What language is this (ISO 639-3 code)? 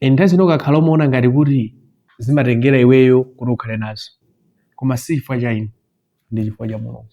nya